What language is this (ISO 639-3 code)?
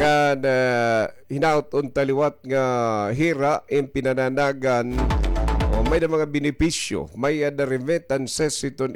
war